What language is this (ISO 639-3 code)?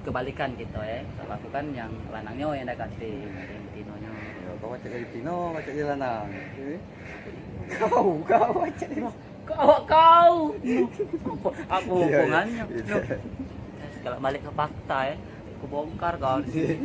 mui